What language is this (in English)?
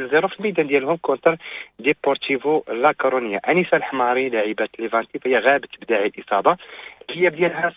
Moroccan Arabic